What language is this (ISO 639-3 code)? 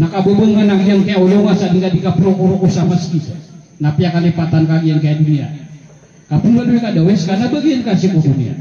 mrw